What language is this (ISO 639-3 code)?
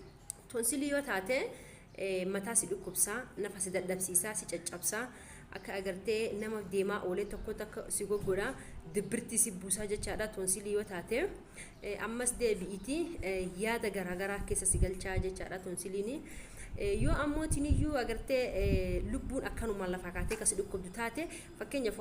orm